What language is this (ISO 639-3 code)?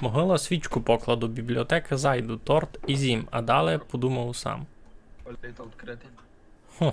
rue